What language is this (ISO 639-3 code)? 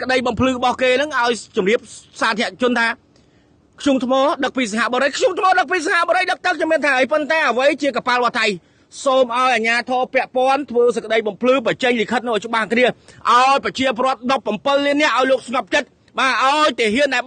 khm